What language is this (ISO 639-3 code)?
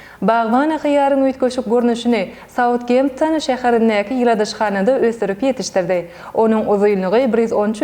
tuk